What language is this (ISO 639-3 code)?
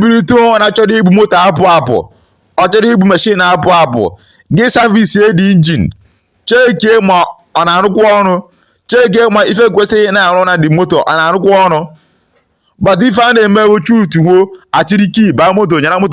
ibo